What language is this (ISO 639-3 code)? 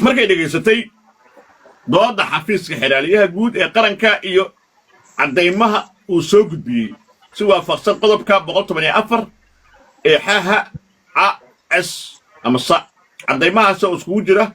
som